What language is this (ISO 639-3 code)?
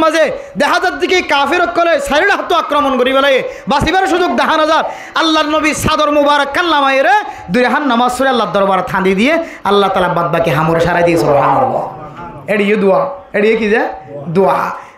rhg